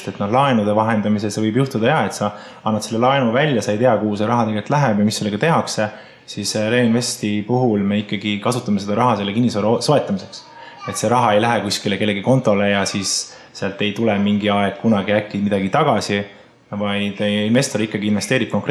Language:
Estonian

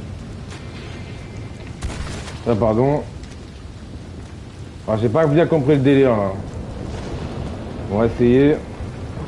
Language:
French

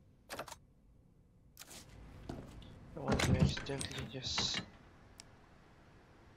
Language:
English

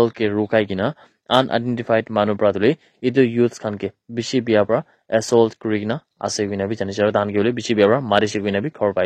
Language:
Naga Pidgin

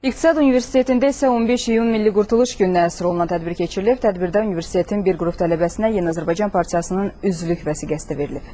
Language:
Azerbaijani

